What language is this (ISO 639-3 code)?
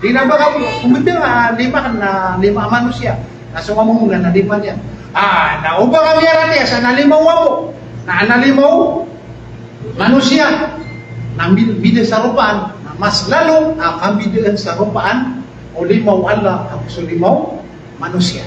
mrw